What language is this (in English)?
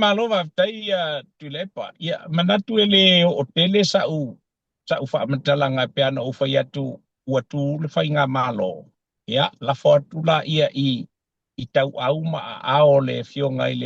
Samoan